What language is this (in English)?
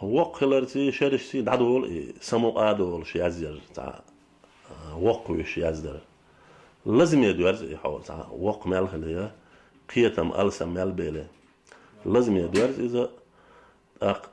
Chechen